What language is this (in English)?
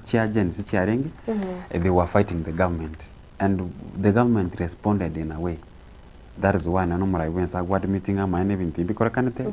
Gusii